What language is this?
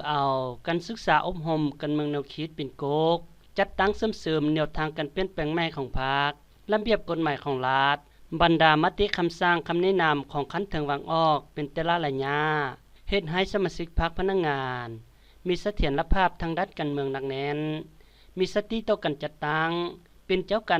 Lao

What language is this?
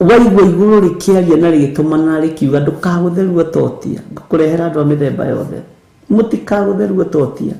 Kikuyu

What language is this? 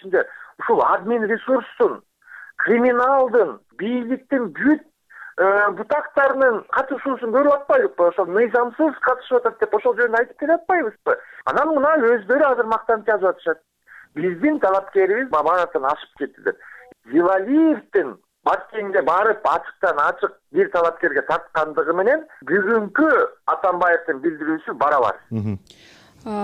Kyrgyz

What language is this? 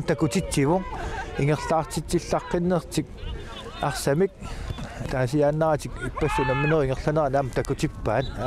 Kalaallisut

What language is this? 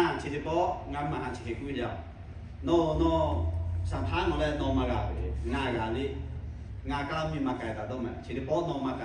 Lahu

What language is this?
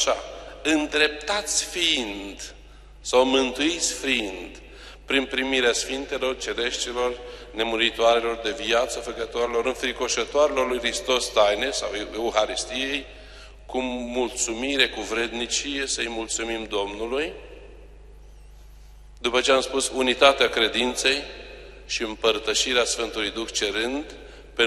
Romanian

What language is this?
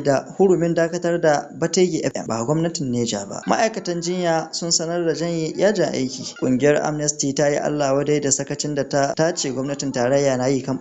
Hausa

